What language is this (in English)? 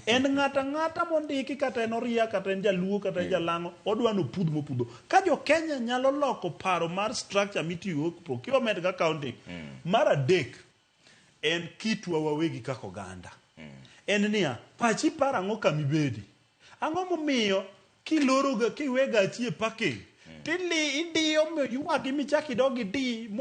Luo (Kenya and Tanzania)